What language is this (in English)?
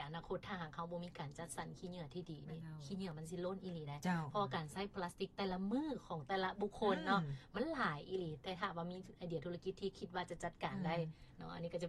Lao